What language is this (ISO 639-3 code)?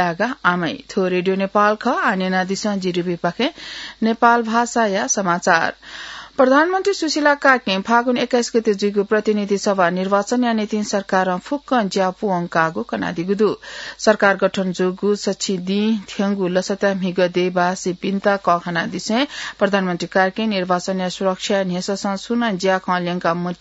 new